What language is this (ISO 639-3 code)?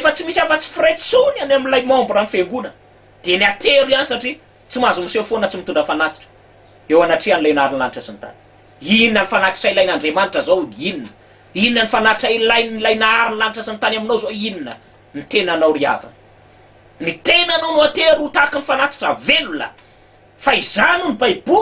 mlg